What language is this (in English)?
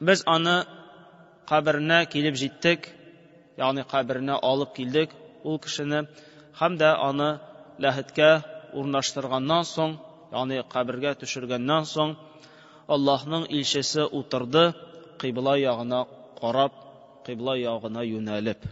Tatar